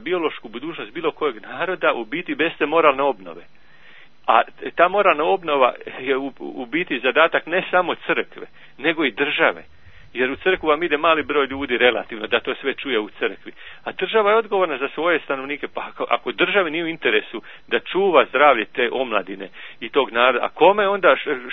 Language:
Croatian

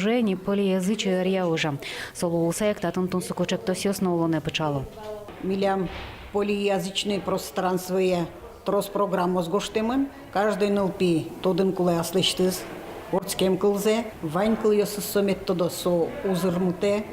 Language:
Udmurt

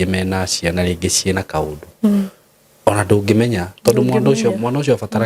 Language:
Kikuyu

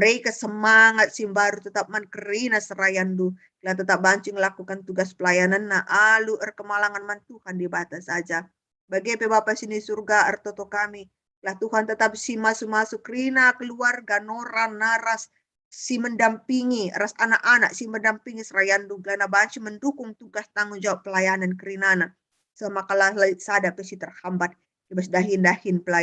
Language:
Batak Karo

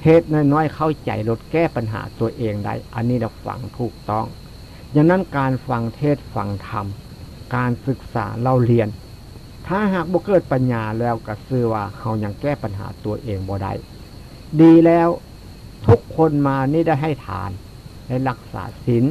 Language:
Northeastern Thai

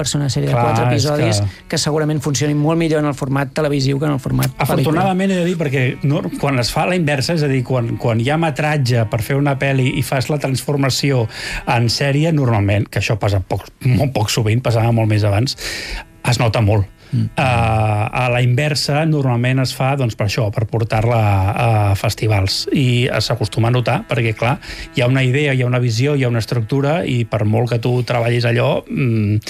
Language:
Catalan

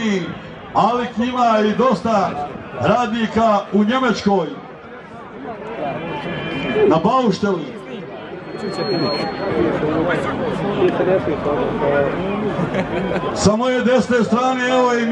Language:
Croatian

